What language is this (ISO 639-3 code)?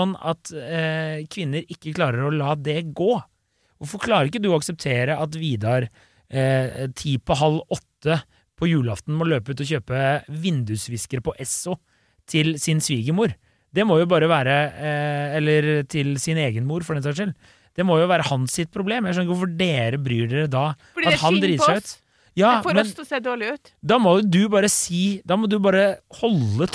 nor